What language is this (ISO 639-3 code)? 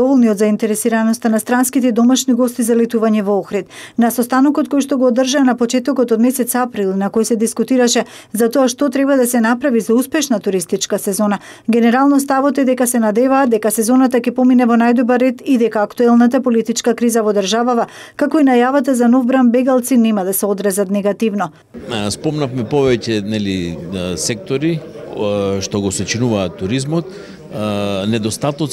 mkd